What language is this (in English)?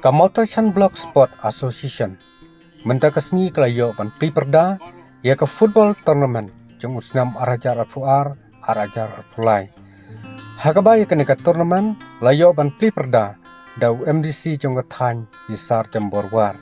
Khasi